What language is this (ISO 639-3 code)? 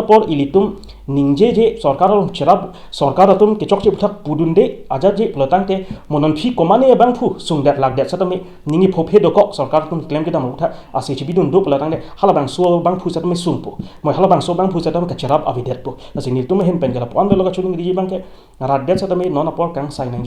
mjw